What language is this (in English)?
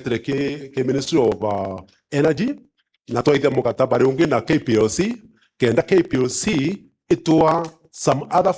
Meru